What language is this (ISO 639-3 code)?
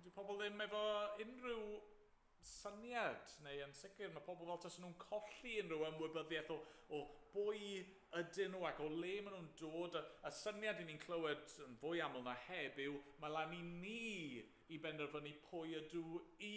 cym